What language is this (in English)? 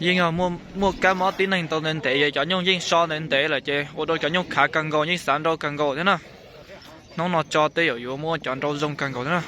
Hmong